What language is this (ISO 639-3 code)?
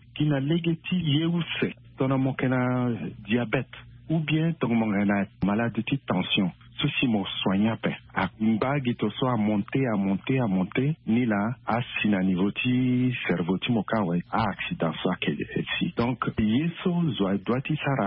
sag